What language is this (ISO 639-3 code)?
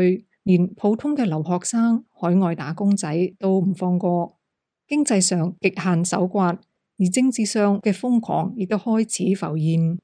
yue